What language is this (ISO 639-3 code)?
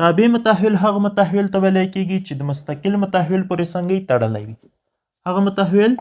pus